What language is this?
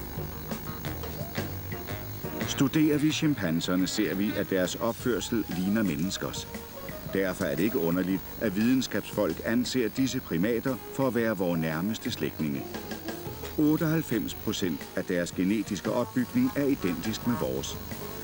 Danish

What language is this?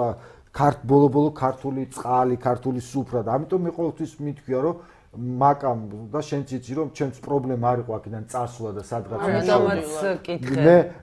Georgian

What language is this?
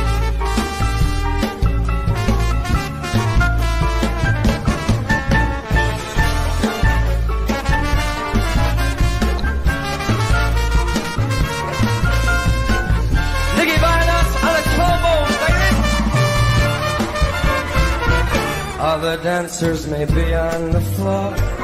English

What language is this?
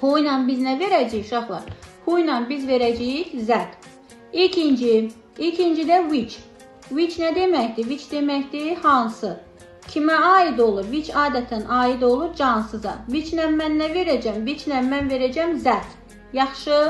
Azerbaijani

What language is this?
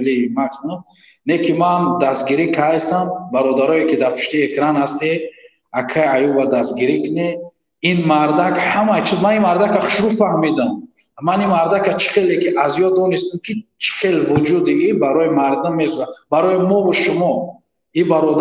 Tajik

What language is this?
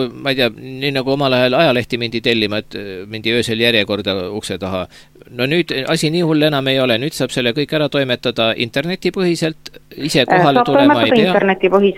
Estonian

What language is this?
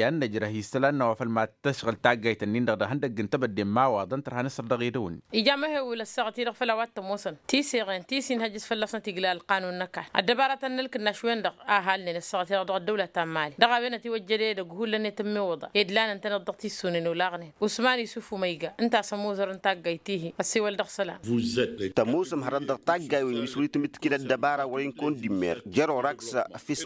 Tamasheq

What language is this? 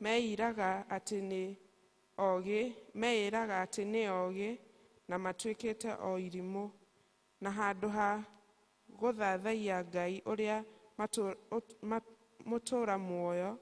Kikuyu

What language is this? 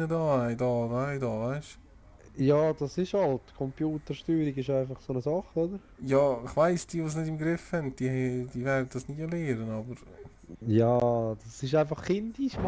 Swiss German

